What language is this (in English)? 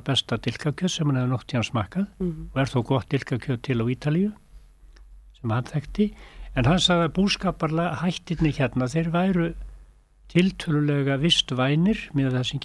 Icelandic